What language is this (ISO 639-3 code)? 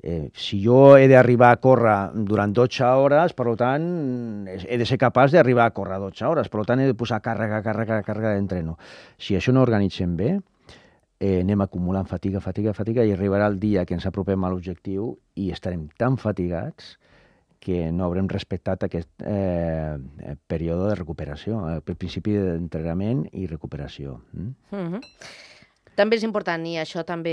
cat